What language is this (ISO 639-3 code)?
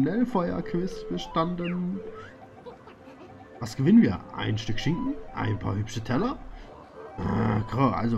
deu